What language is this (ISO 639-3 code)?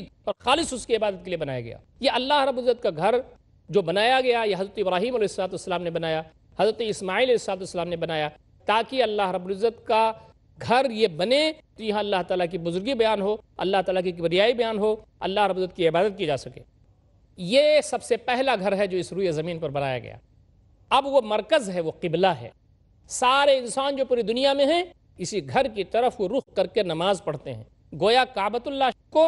urd